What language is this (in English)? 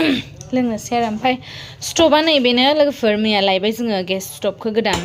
Bodo